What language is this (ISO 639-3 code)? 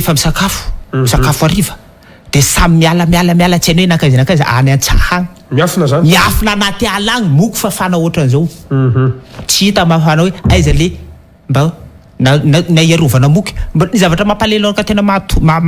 mlg